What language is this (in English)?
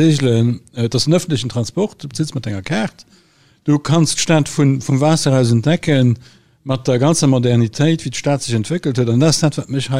Luxembourgish